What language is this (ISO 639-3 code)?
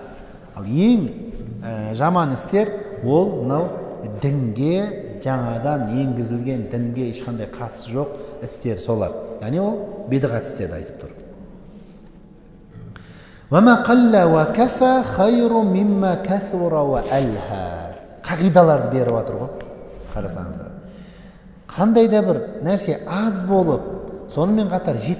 kaz